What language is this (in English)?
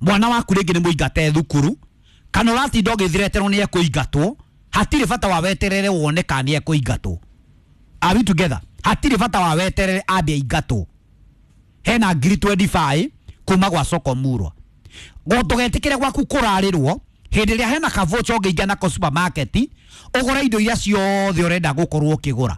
Kikuyu